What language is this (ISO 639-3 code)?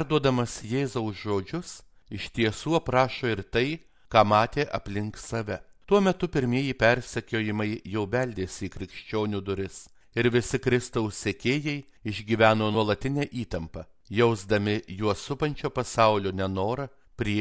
lit